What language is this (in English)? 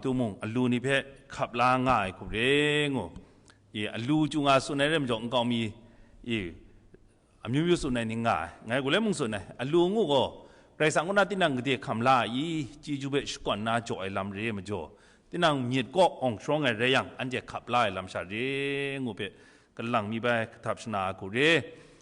Kachin